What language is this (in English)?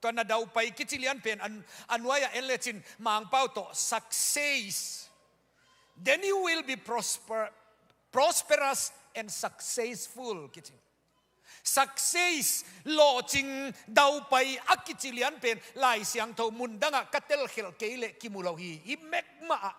Tedim Chin